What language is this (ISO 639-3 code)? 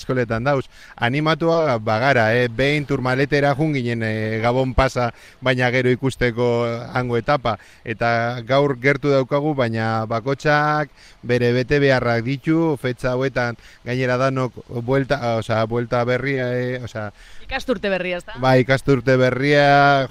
eus